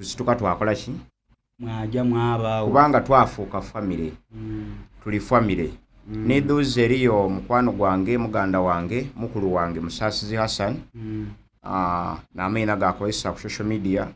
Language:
Soga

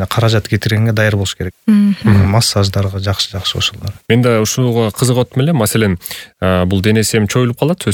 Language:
Kyrgyz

